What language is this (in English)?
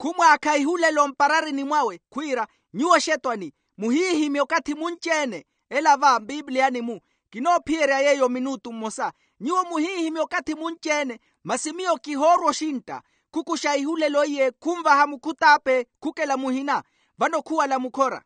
Makhuwa